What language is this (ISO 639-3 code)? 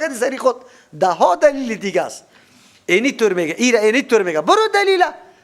fas